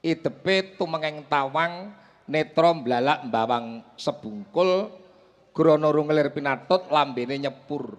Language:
Javanese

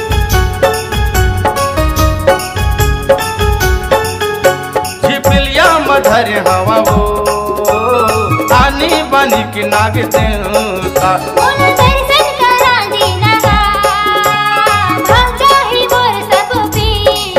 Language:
Chhattisgarhi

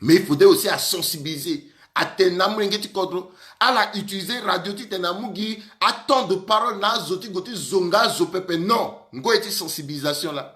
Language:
Sango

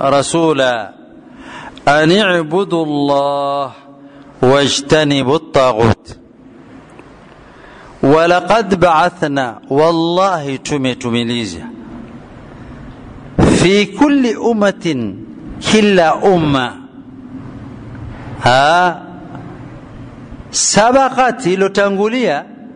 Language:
Swahili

